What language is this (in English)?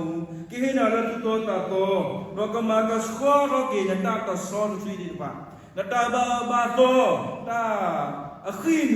S'gaw Karen